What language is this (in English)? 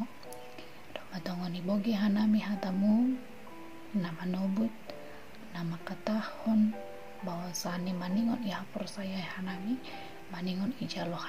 Batak Simalungun